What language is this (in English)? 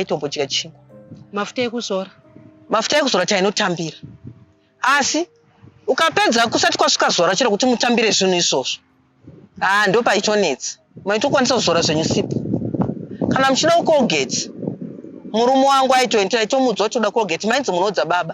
Shona